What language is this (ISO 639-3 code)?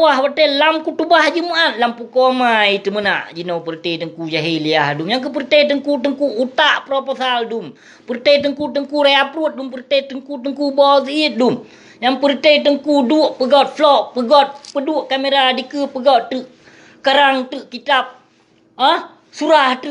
ace